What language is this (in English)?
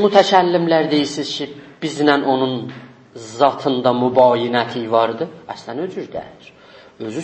South Azerbaijani